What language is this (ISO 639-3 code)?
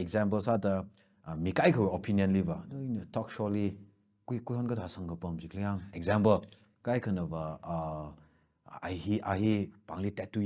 nmf